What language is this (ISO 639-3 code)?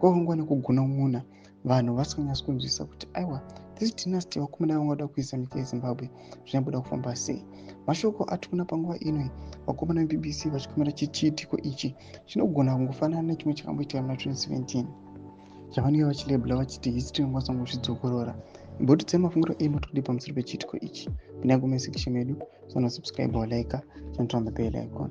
sna